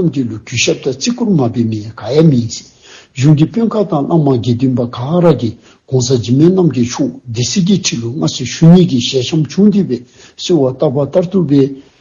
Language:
Dzongkha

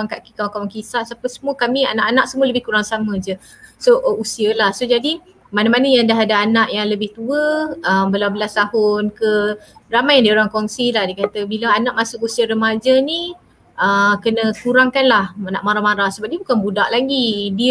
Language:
Malay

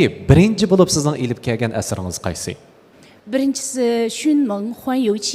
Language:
Uyghur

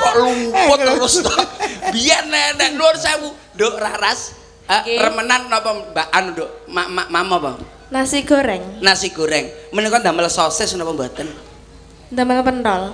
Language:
Javanese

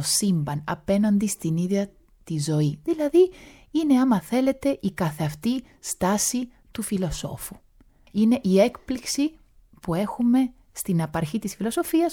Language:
Greek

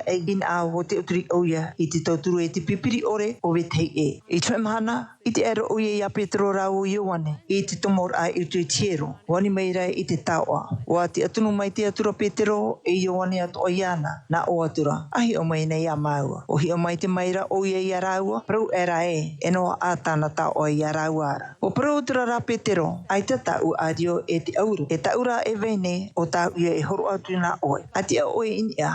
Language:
Tahitian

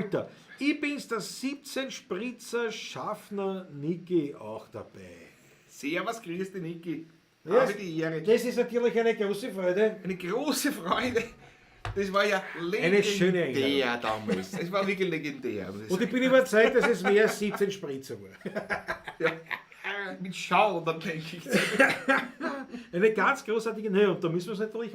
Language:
Bavarian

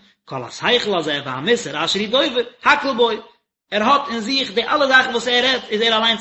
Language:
Yiddish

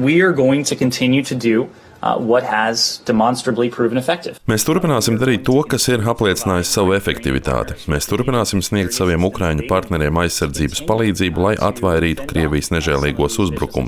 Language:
Latvian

